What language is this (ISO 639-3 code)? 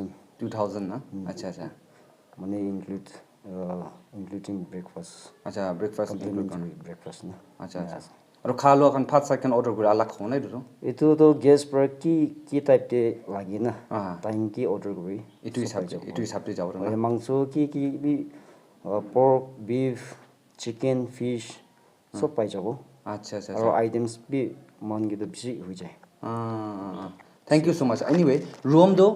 nag